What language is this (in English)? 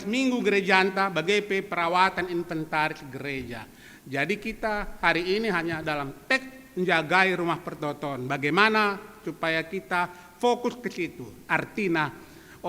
Batak Karo